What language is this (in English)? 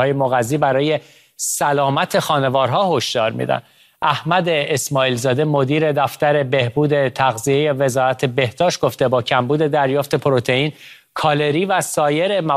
Persian